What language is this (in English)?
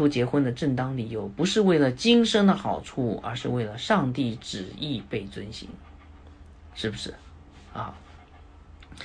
Chinese